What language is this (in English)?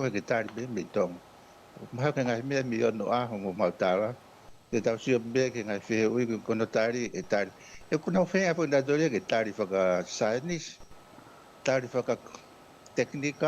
Tongan